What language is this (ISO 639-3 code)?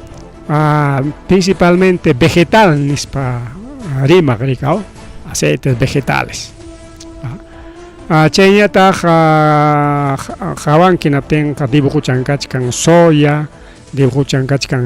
quy